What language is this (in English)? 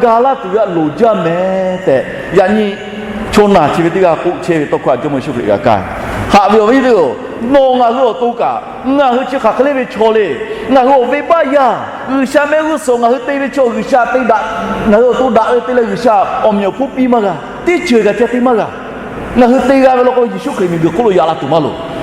Lahu